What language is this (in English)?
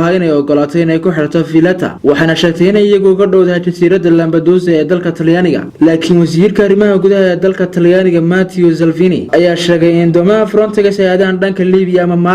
Somali